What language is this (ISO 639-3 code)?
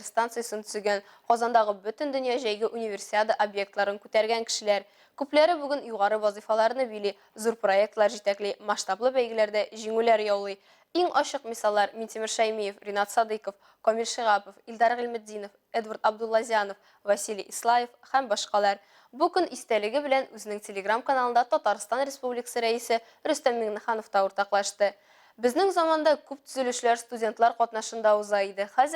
tat